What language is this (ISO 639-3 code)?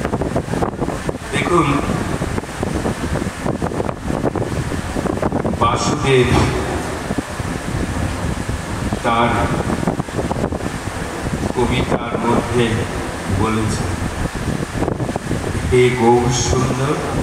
ben